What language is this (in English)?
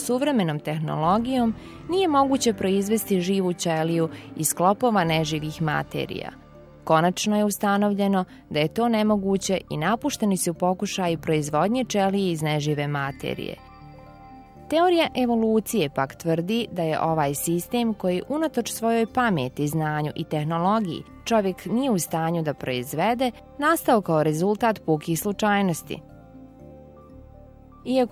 Bosnian